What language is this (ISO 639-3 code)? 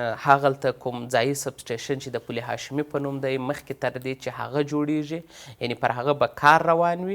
pus